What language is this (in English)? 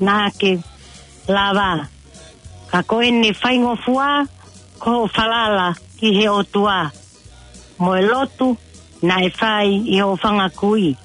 Tongan